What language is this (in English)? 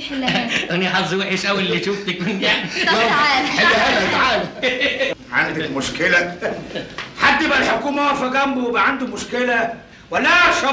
Egyptian Arabic